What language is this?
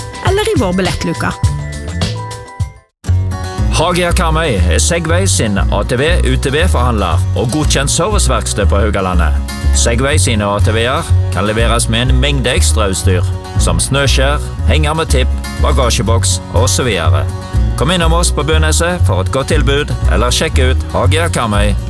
Norwegian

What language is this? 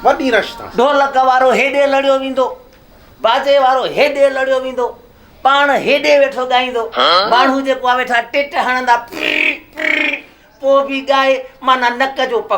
Sindhi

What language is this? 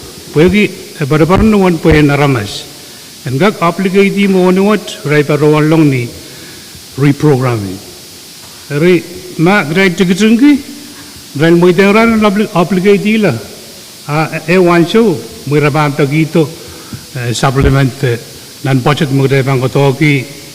Pohnpeian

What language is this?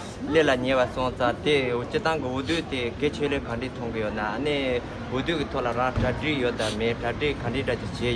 Tibetan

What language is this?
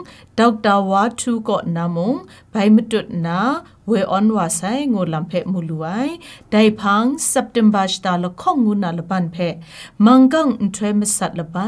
Kachin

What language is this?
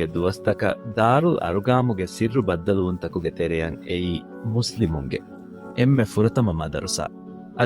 Divehi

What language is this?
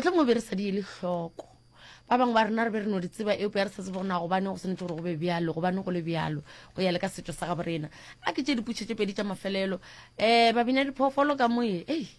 Northern Sotho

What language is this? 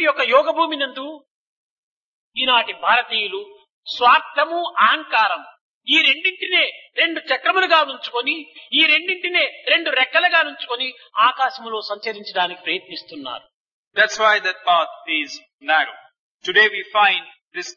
Telugu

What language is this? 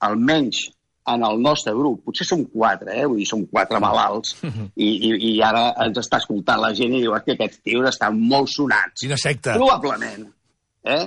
Catalan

